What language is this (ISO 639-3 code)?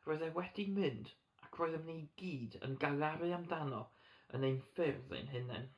cym